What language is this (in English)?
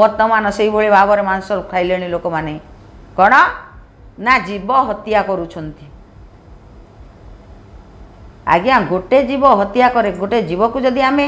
Odia